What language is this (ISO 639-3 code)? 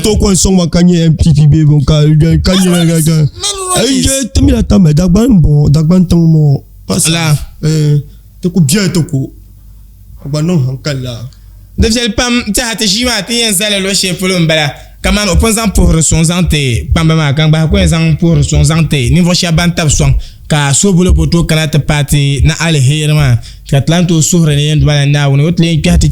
dag